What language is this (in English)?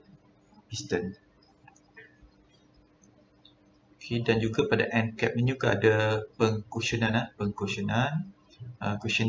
Malay